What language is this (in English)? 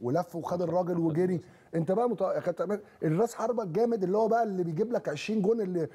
Egyptian Arabic